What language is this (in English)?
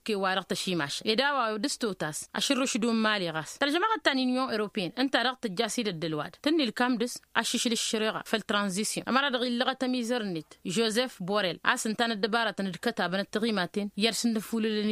Tamasheq